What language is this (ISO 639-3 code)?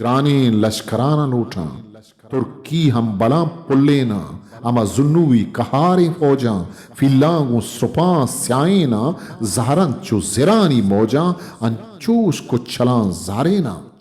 bgp